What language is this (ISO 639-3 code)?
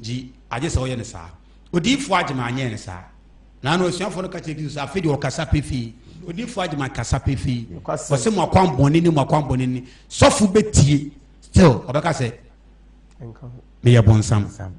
aka